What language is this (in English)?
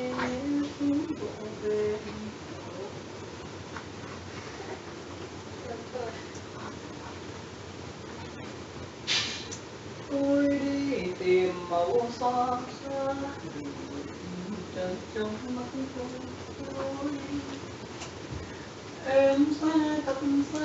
Vietnamese